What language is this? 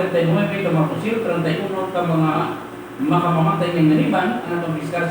Hiligaynon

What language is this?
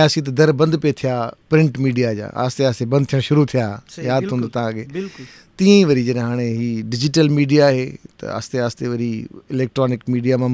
Sindhi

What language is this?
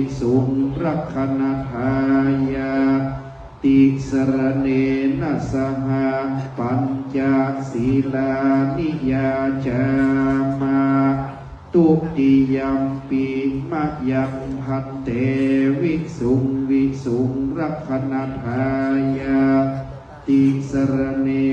Pali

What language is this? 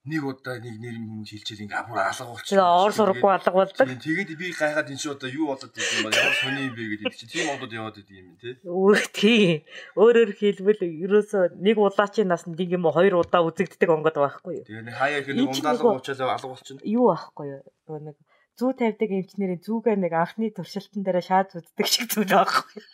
Mongolian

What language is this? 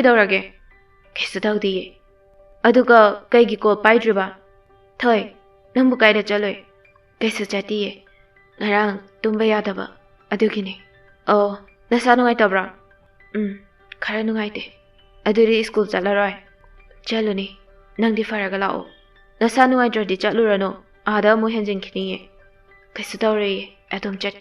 Manipuri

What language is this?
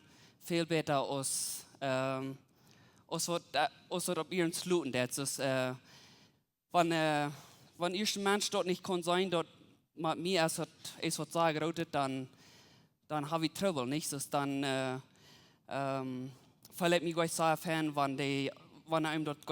Plautdietsch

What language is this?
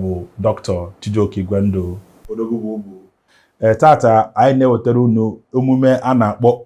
Igbo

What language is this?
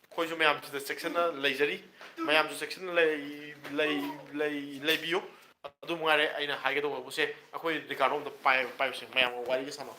Manipuri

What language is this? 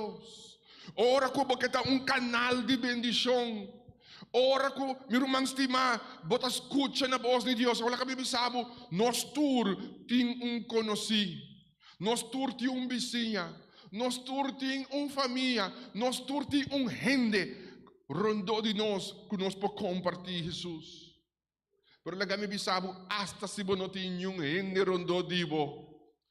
Papiamento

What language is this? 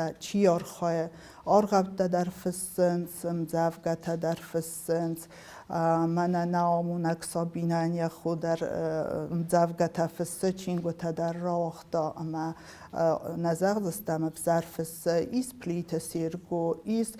Ossetic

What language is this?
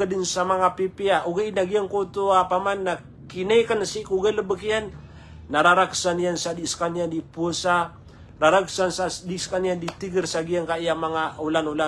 Maranao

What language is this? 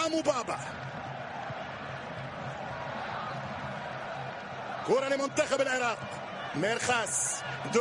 Arabic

